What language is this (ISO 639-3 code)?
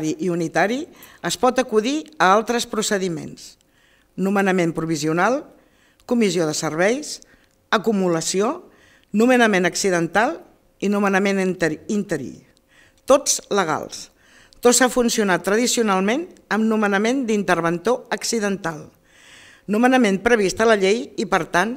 cat